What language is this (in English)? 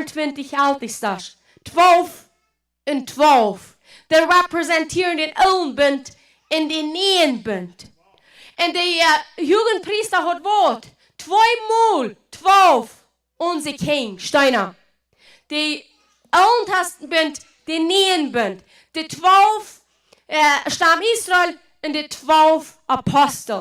Plautdietsch